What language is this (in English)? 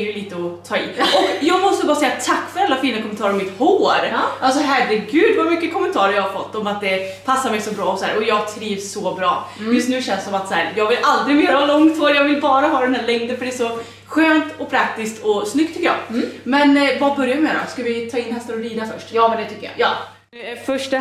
Swedish